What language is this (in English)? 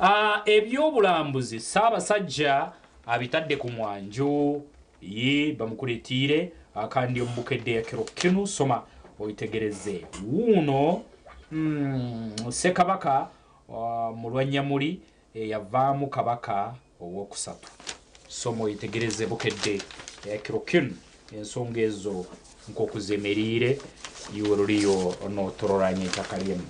Nyankole